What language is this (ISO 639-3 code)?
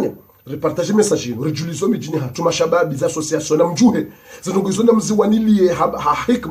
zdj